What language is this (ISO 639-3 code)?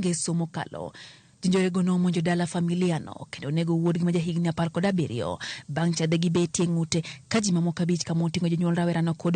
luo